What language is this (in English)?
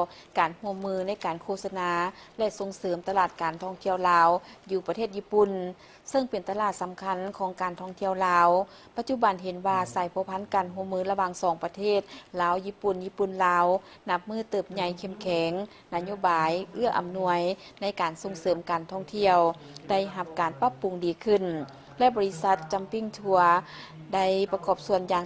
Lao